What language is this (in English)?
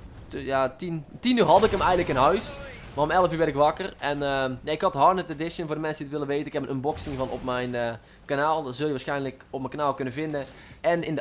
Dutch